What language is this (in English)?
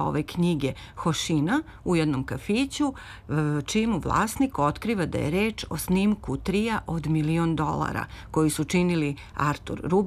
Serbian